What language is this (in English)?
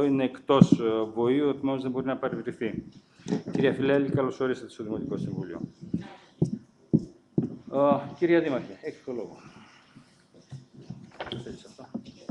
Greek